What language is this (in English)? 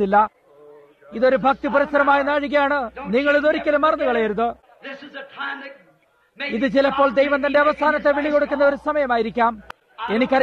Malayalam